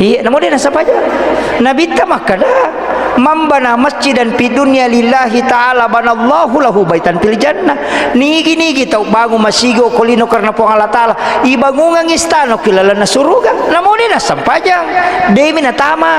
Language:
Buginese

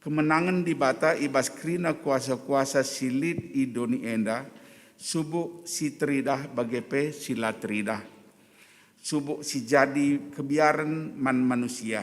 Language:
Batak Karo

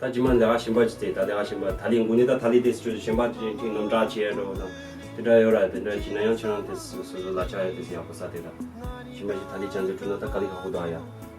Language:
Tibetan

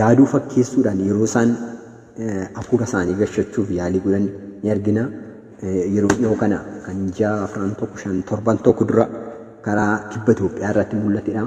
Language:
Oromo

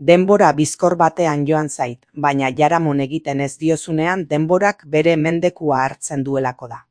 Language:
Basque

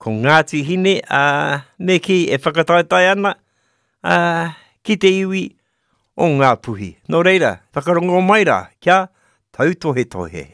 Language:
Māori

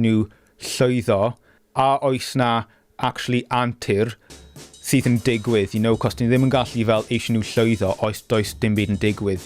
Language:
Welsh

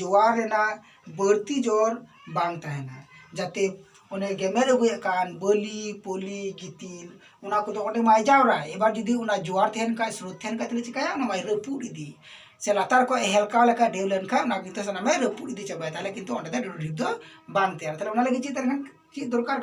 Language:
Santali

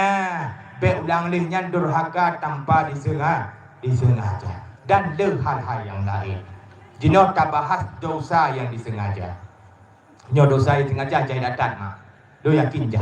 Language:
Achinese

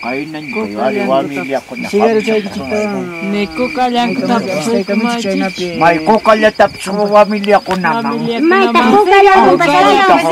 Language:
Ayacucho Quechua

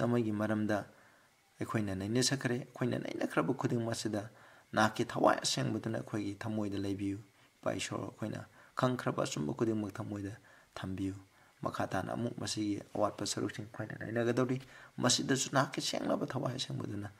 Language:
Manipuri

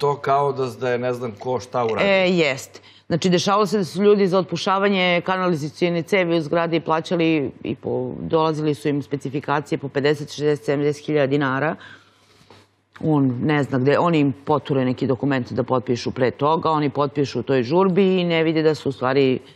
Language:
Serbian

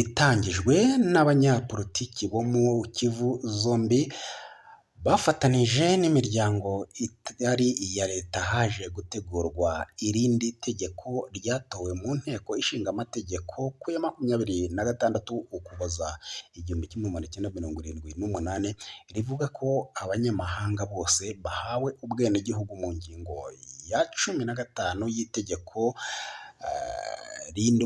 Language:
Kinyarwanda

